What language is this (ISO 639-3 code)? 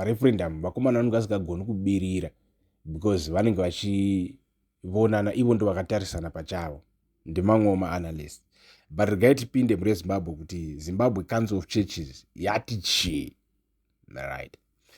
sna